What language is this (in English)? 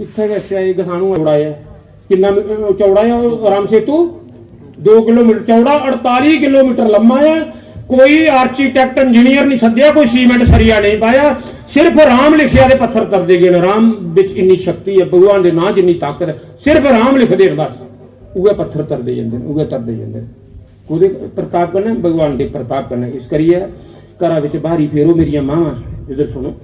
Dogri